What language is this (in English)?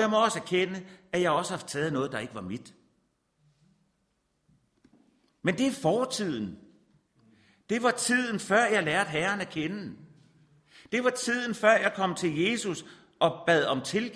Danish